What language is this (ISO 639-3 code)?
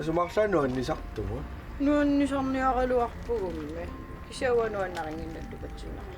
kal